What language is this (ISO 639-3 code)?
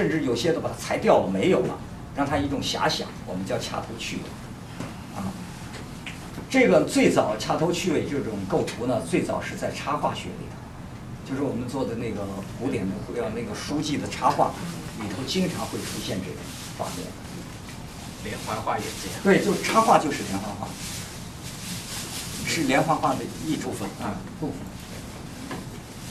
zho